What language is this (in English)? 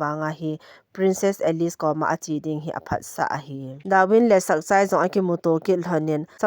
Thado Chin